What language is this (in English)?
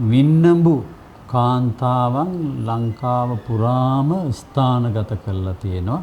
Sinhala